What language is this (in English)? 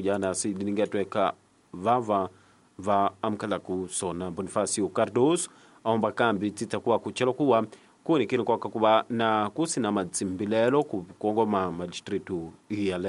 Tsonga